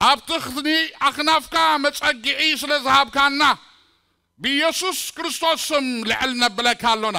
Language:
Tigrinya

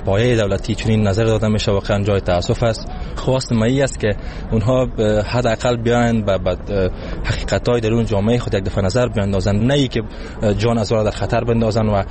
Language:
Persian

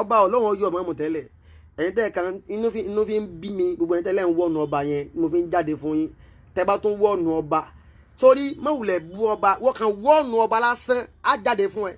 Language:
Yoruba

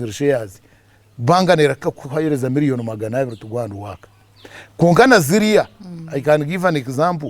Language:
Nyankole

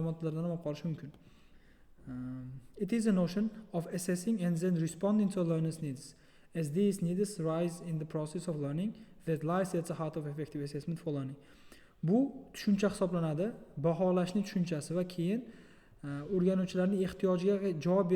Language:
Uzbek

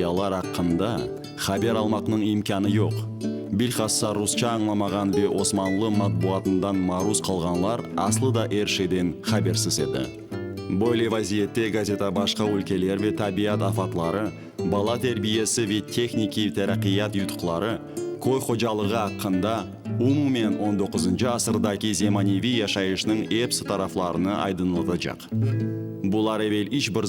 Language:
Crimean Tatar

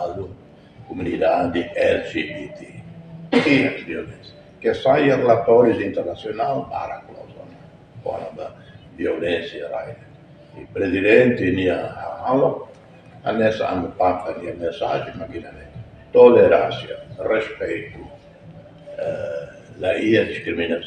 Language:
Tetum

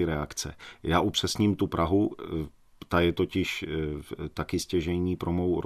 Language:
Czech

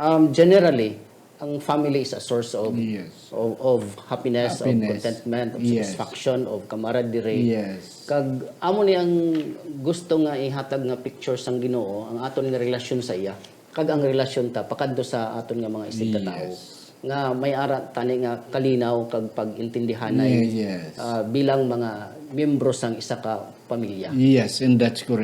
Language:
Hiligaynon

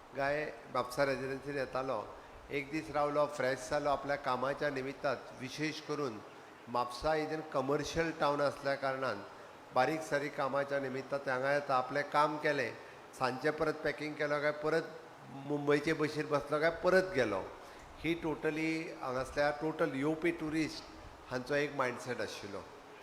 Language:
Konkani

